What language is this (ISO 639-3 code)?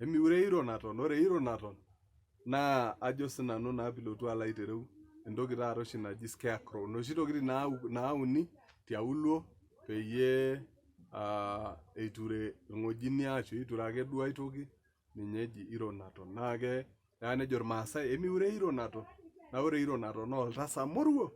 mas